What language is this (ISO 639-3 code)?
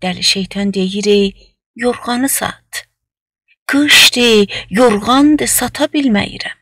azb